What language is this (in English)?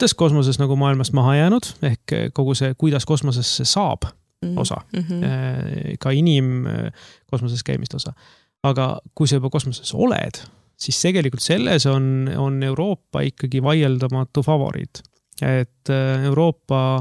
Estonian